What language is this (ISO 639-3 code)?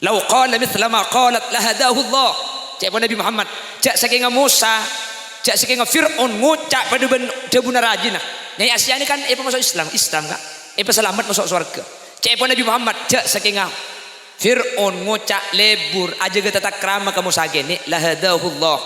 mad